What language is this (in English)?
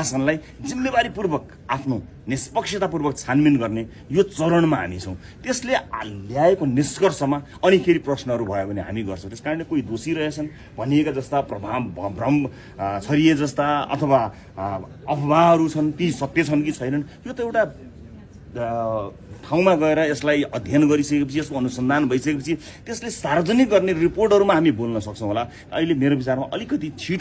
Nepali